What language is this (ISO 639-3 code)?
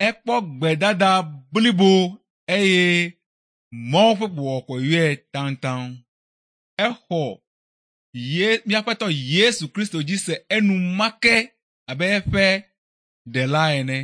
ewe